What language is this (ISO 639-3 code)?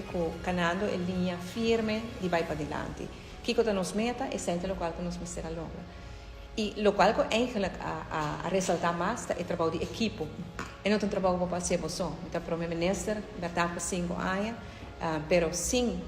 pap